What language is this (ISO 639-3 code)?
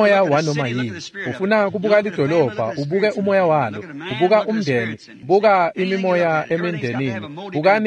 ssw